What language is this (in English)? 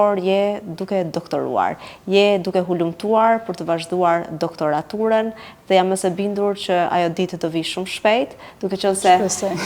Albanian